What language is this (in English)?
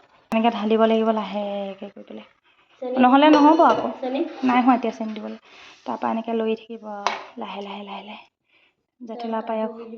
Assamese